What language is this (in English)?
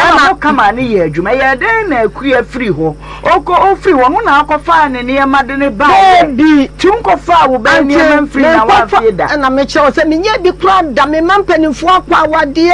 Akan